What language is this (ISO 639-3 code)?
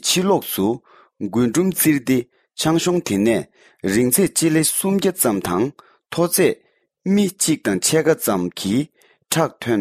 bod